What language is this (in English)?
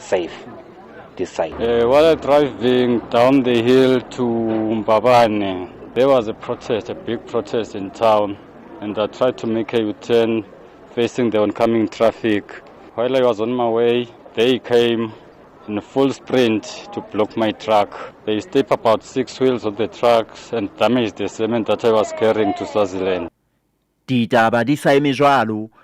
Southern Sotho